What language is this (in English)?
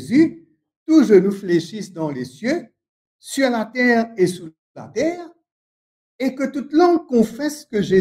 Morisyen